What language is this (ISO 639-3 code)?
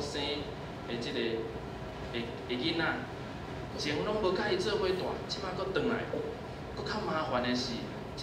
nan